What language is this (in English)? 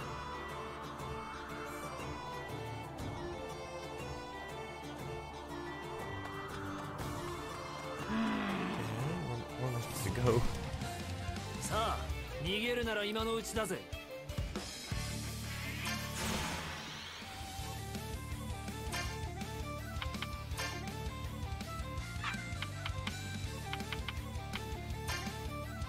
Japanese